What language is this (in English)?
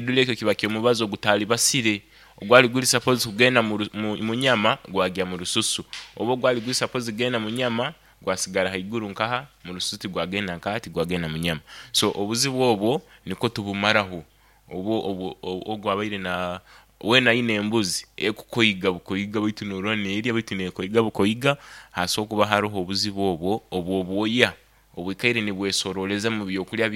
Nyoro